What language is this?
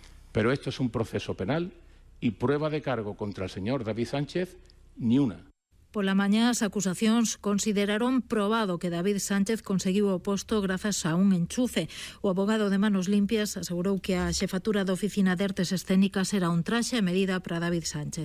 Galician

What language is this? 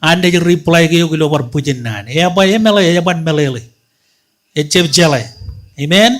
Marshallese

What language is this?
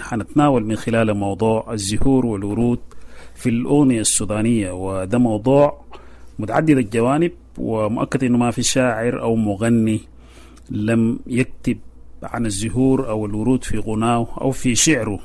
Sudanese Arabic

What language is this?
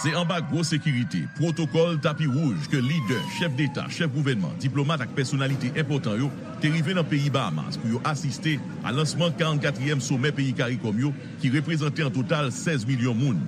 Haitian Creole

